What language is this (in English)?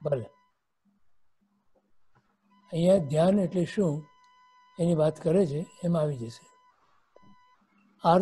Gujarati